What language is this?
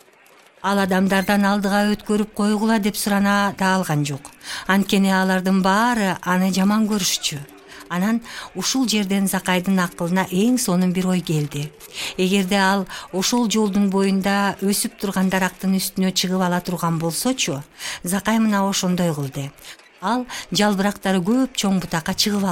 Kyrgyz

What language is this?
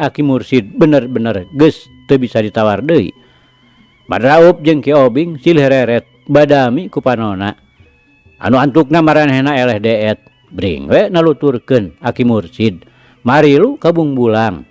Sundanese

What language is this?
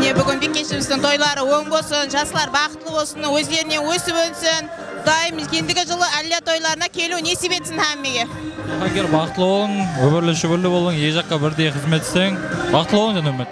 Kara-Kalpak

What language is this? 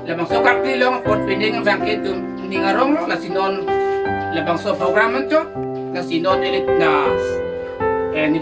Karbi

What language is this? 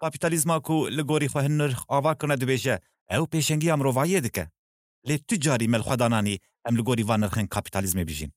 Kurdish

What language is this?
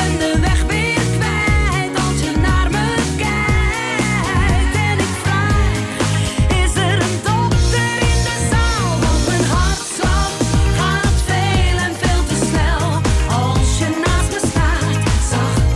Dutch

